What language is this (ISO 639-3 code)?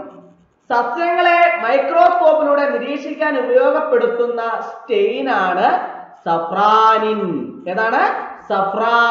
mal